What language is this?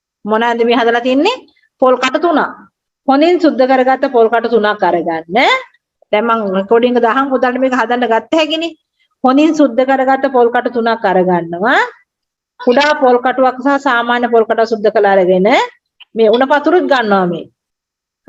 Sinhala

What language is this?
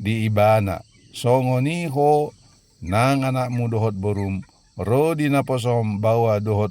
Batak Toba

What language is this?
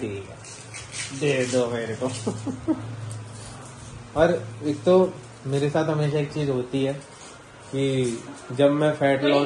Hindi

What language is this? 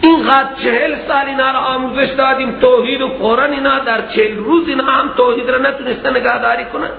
Persian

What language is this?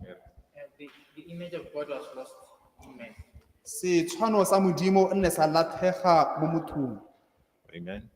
Tswana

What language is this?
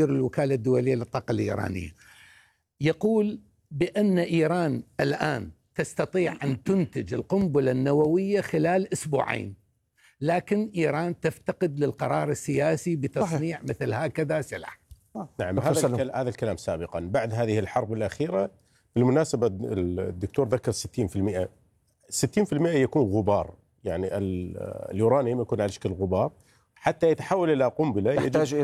Arabic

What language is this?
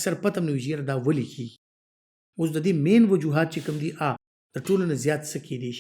Pashto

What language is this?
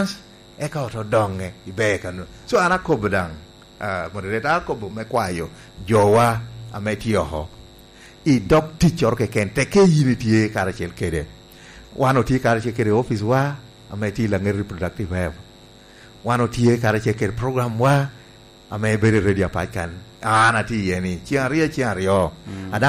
Lango (Uganda)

